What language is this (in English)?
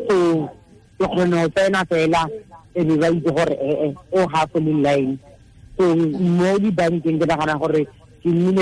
Tswana